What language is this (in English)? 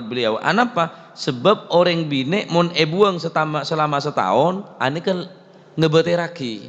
Madurese